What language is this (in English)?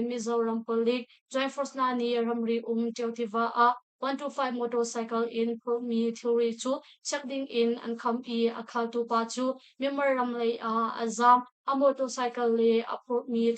Hakha Chin